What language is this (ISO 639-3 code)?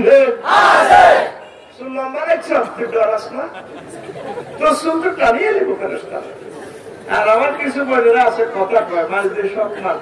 ben